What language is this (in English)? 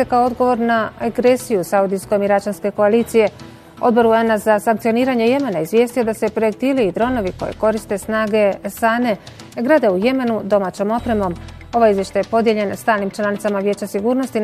Bosnian